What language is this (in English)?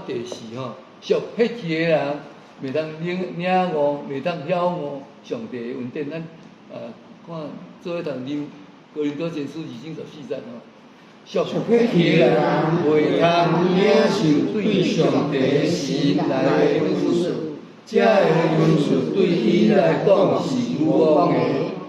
Min Nan Chinese